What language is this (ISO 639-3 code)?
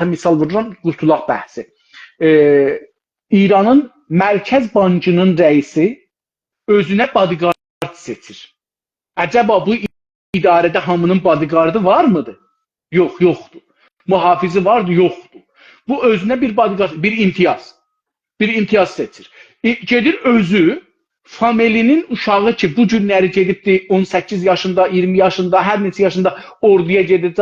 azb